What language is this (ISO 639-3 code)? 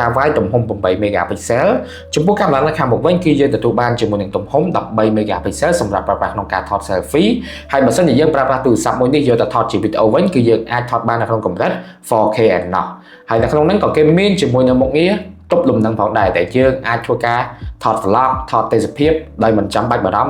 khm